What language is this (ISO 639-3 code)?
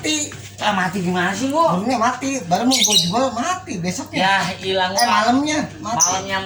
bew